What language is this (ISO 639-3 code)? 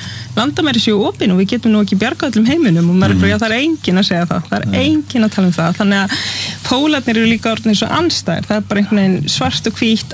isl